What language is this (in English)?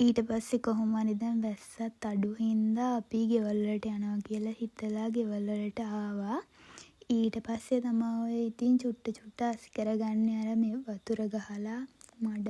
Sinhala